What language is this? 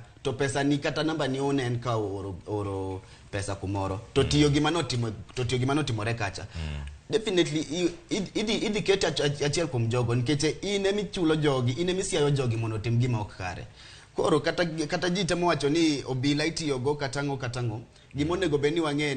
Luo (Kenya and Tanzania)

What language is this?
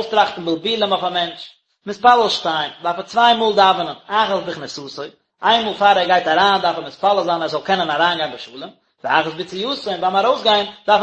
Yiddish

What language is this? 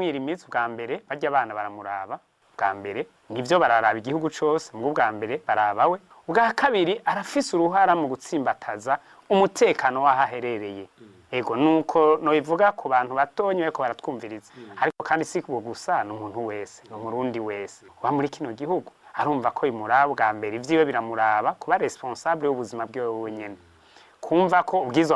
Rundi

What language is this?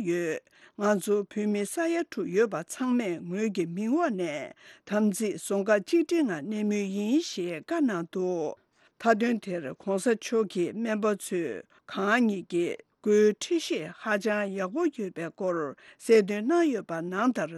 Tibetan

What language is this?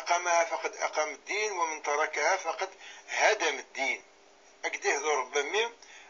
Kabyle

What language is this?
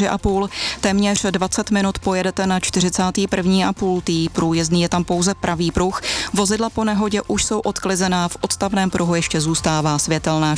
Czech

